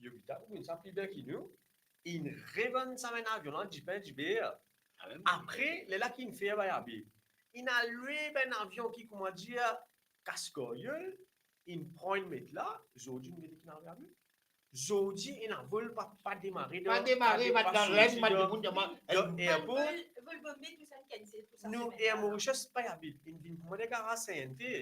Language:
Morisyen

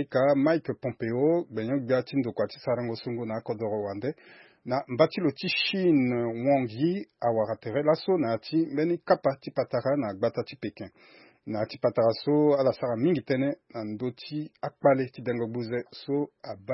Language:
Sango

